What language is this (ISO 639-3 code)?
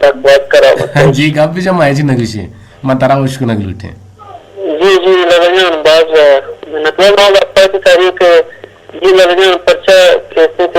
bgp